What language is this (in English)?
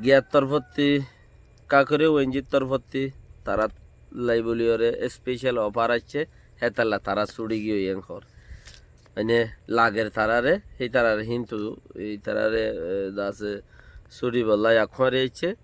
Rohingya